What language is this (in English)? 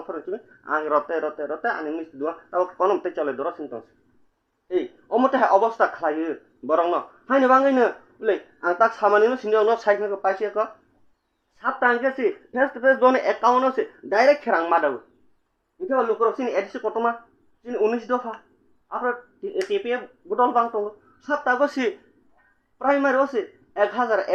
Kok Borok